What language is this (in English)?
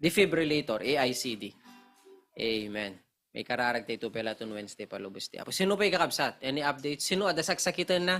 Iloko